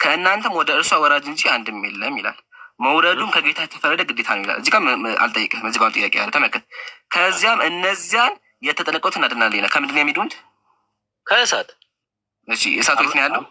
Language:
Amharic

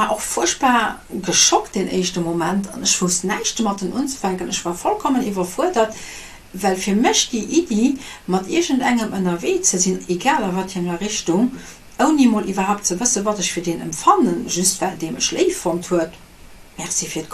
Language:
Luxembourgish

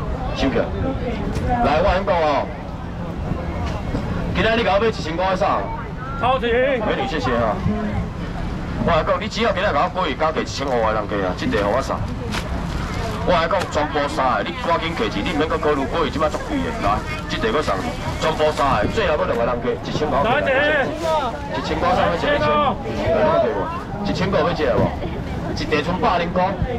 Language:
Min Nan Chinese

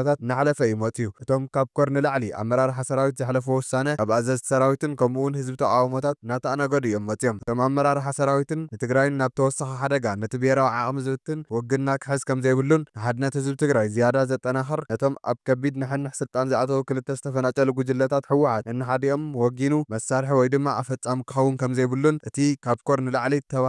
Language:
Tigrinya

